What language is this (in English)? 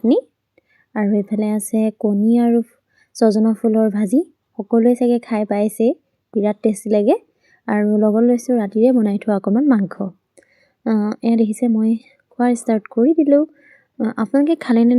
Assamese